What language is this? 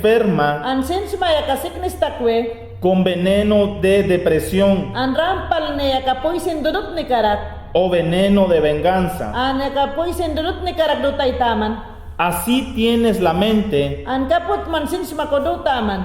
Mayangna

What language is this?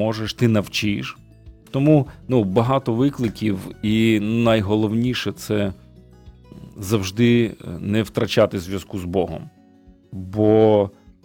Ukrainian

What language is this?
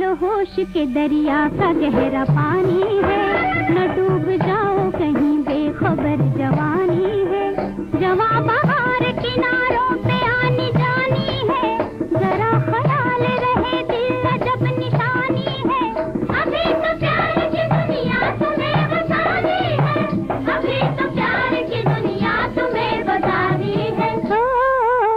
Hindi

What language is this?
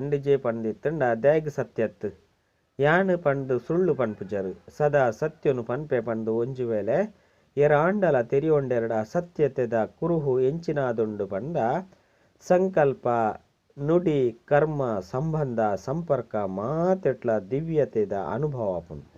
Tulu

